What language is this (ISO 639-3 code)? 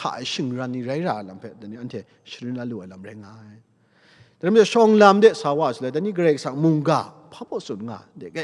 kac